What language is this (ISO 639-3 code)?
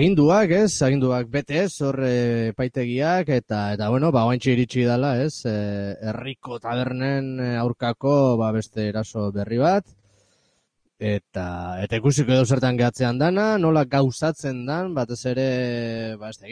eus